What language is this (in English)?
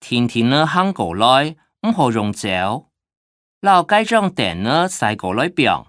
Hakka Chinese